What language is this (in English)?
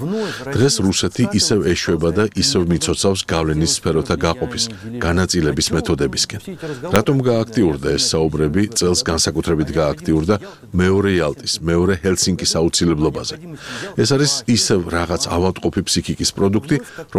Georgian